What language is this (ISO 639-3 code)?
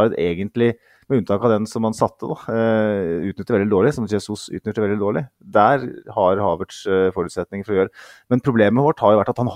nor